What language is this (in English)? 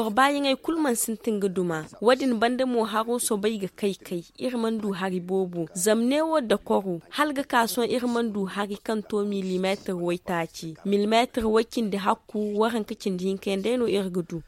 Zarma